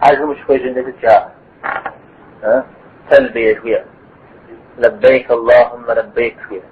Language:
Kabardian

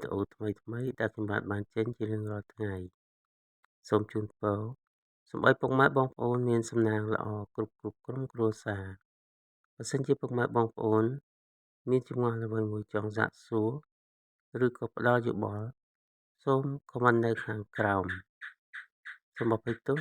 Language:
Khmer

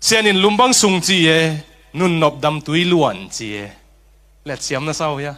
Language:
Tedim Chin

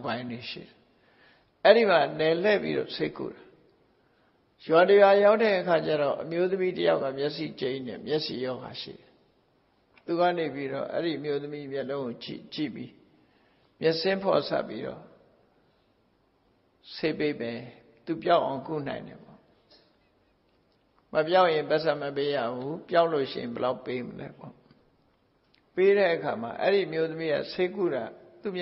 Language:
Burmese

